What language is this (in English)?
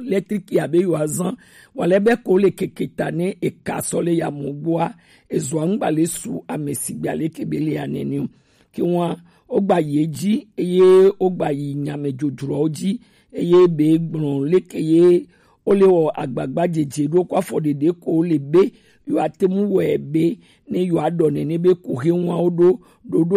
Gen